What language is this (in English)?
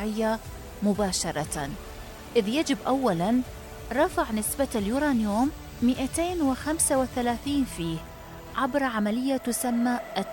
Arabic